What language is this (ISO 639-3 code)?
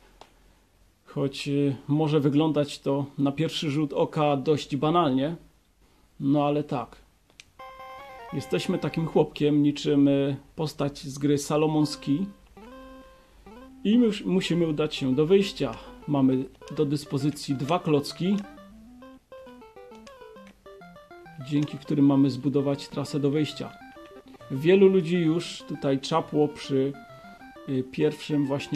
pol